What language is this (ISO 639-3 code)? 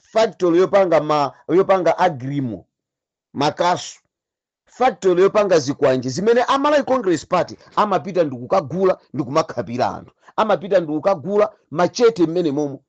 nya